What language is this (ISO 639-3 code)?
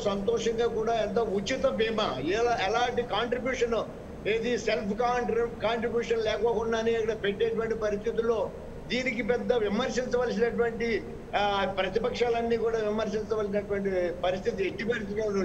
tel